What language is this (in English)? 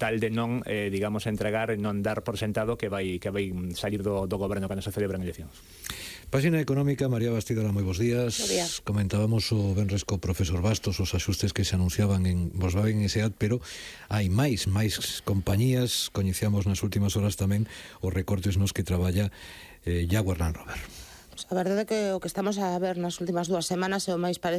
Galician